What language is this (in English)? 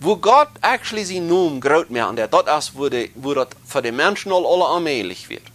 Plautdietsch